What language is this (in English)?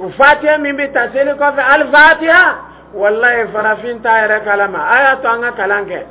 Dyula